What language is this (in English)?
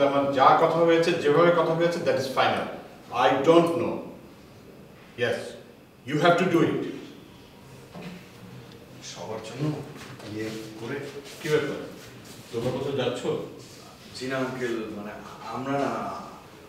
Bangla